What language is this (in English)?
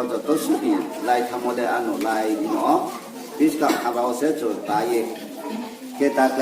Riang (India)